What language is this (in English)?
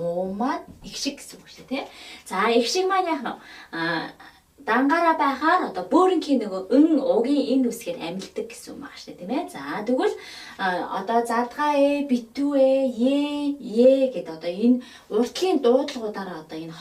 Mongolian